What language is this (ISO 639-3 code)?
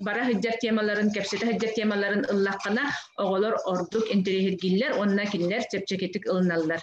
sah